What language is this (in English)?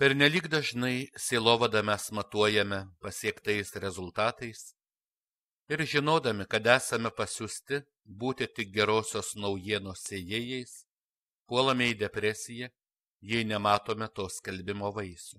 Lithuanian